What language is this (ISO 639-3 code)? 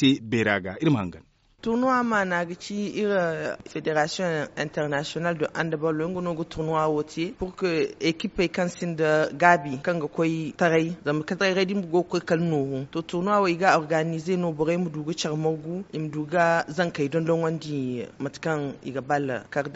dje